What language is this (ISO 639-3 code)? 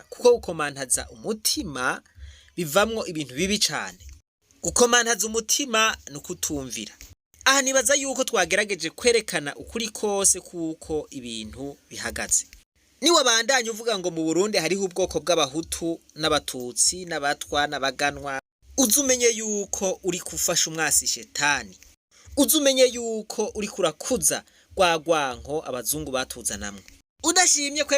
run